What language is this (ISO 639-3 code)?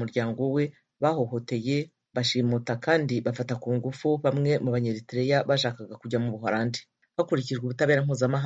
kin